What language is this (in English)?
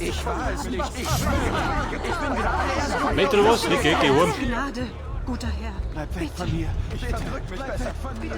Bavarian